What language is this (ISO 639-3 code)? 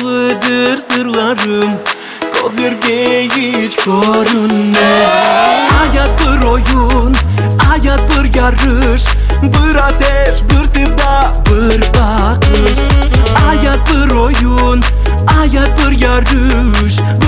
crh